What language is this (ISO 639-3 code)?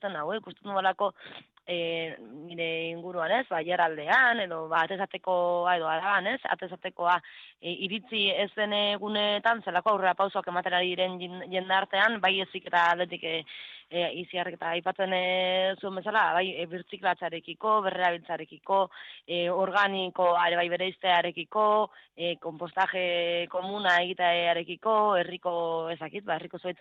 eus